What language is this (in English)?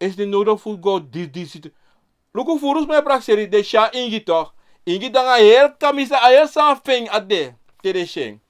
Sranan Tongo